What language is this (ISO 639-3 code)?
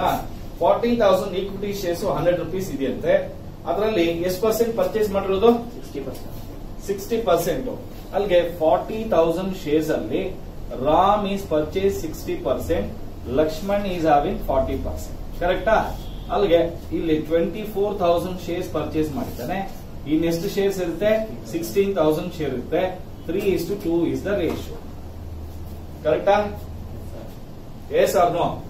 kan